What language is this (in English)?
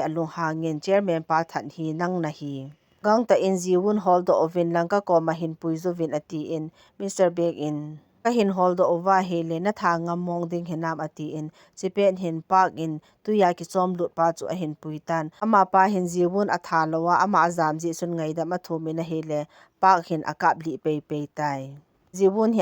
Thado Chin